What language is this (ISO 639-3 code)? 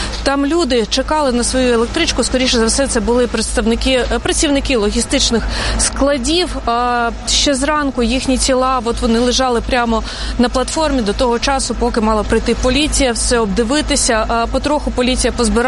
ukr